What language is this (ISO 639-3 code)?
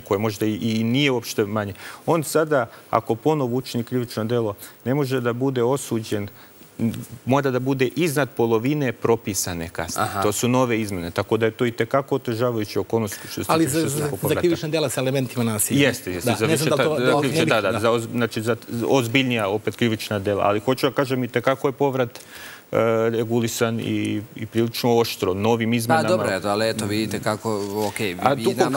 srp